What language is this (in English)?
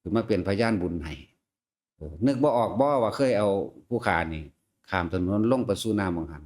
Northeastern Thai